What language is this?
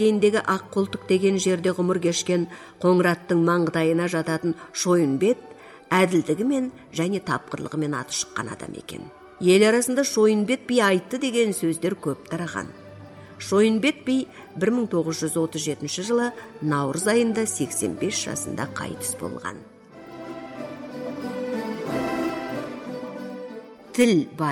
Kazakh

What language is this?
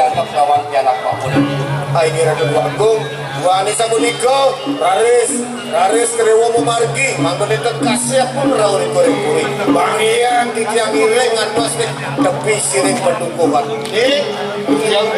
Balinese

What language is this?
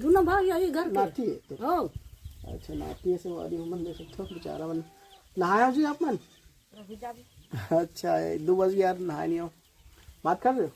Chhattisgarhi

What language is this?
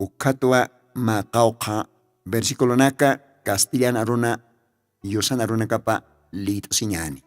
Aymara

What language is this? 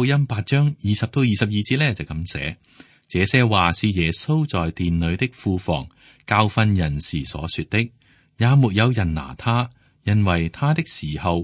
Cantonese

